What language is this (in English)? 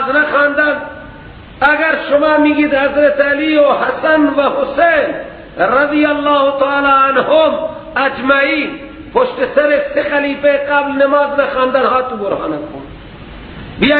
Persian